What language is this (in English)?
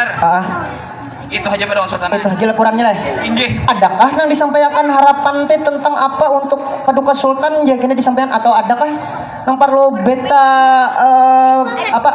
Banjar